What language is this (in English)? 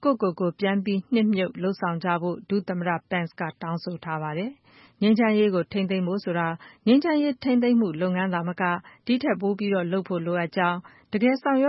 Burmese